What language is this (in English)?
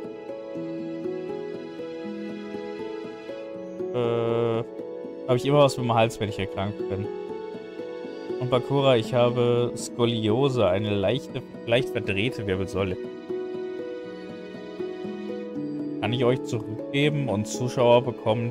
German